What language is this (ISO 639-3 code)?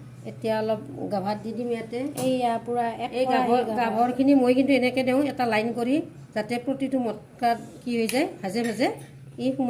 asm